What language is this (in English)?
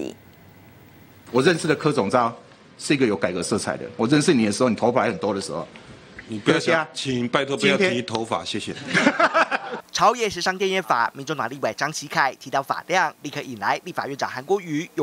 Chinese